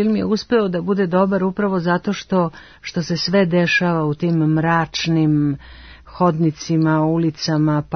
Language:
Serbian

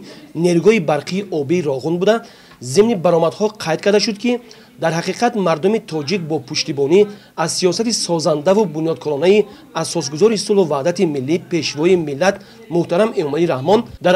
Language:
Tajik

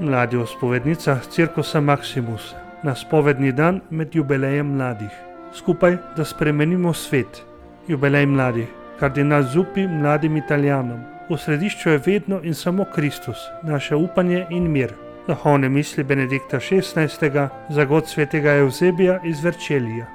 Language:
Slovenian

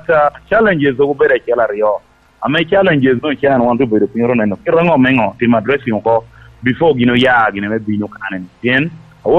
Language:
Lango (Uganda)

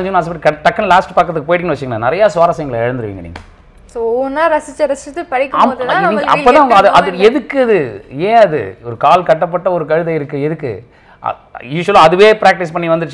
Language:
Tamil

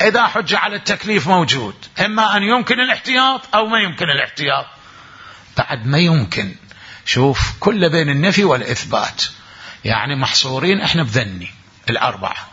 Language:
Mesopotamian Arabic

